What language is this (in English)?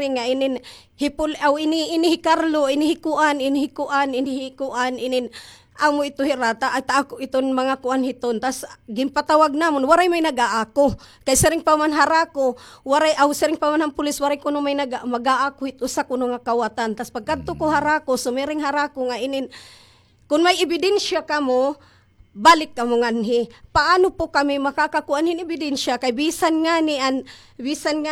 Waray